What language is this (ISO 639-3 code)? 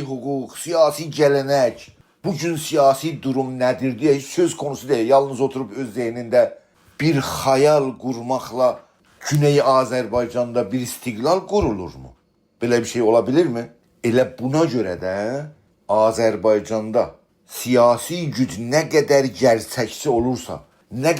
azb